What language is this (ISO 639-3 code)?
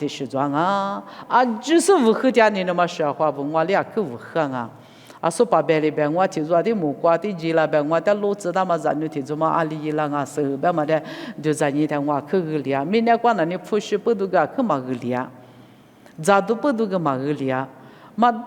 lis